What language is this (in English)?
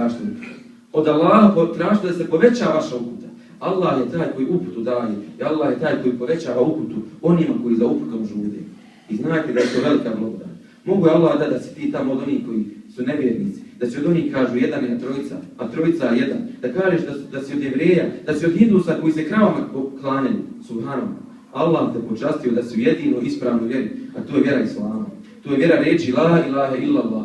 Bosnian